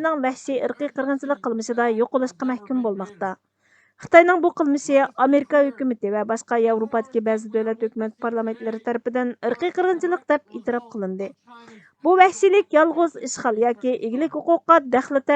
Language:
Uyghur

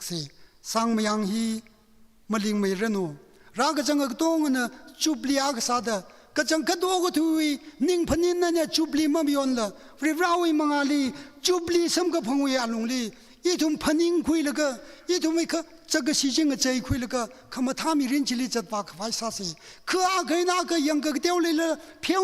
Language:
Tangkhul Naga (India)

